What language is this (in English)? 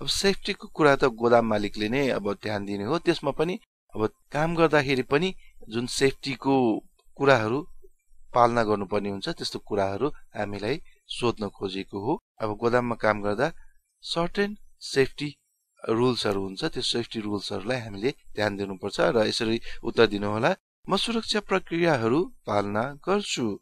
Nepali